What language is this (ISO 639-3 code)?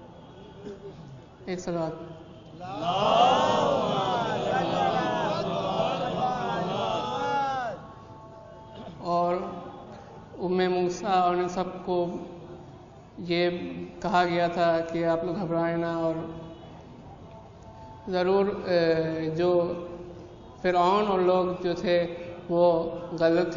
urd